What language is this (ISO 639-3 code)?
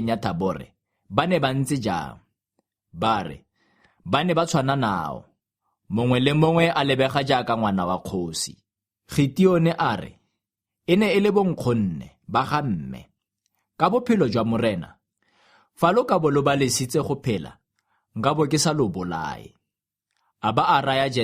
tsn